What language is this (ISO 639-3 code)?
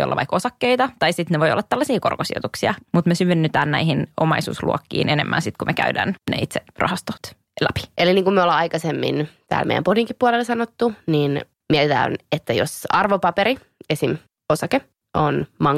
fin